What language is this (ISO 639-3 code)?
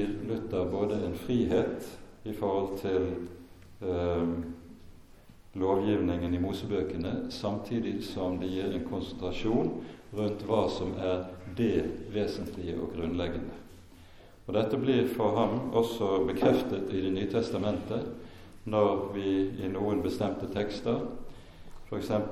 nor